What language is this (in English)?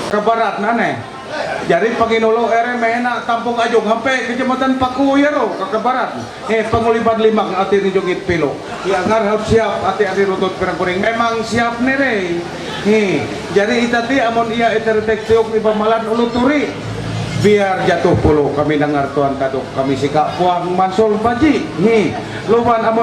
Ma'anyan